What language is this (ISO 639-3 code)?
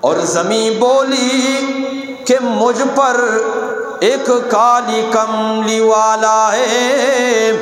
bgp